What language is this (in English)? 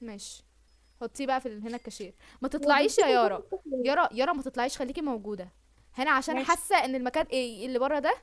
Egyptian Arabic